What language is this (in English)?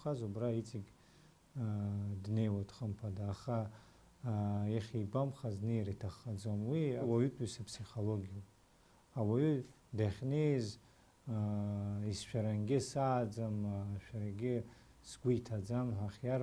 Abkhazian